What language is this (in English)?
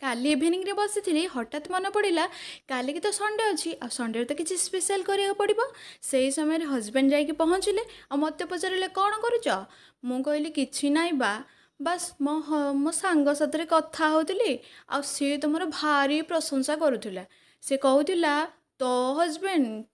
Odia